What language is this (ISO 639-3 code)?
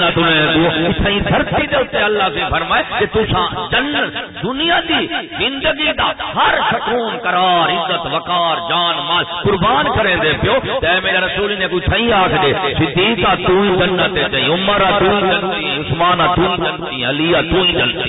skr